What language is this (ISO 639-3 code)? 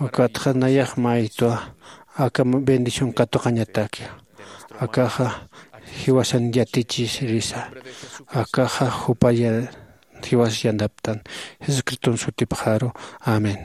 aym